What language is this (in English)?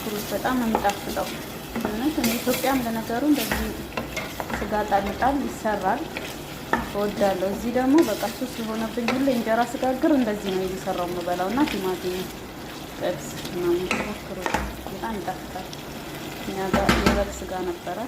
Amharic